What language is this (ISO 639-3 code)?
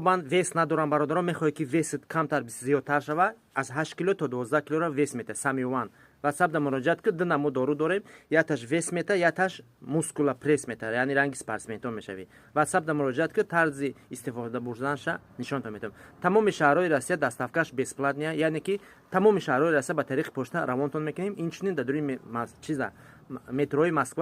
tgk